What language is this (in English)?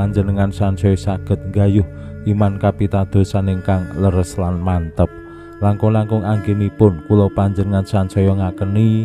Javanese